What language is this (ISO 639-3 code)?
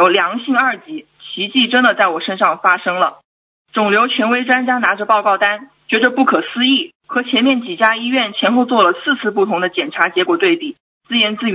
zho